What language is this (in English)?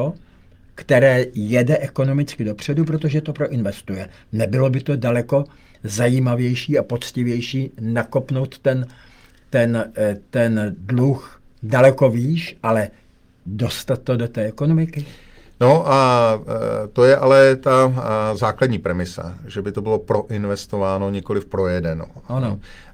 Czech